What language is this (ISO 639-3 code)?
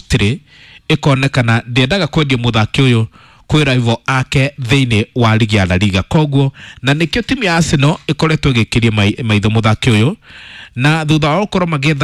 kik